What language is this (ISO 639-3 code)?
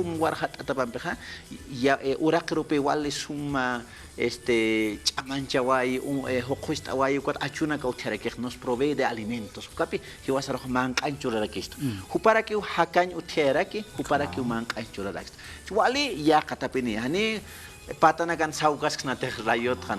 aym